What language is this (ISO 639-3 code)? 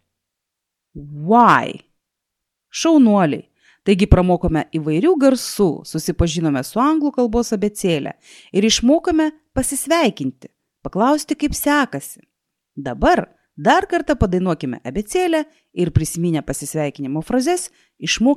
lit